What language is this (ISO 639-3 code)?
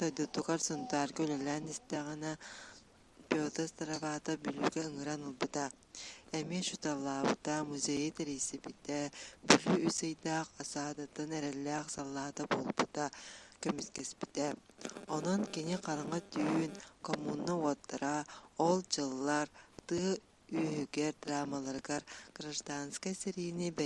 sah